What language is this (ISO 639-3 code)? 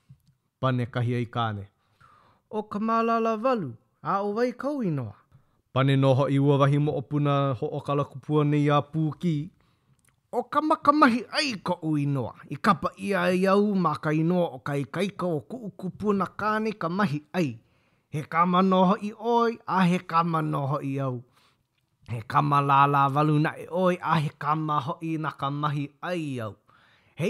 haw